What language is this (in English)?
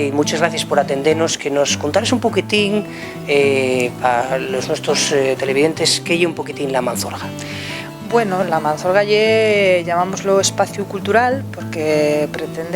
Asturian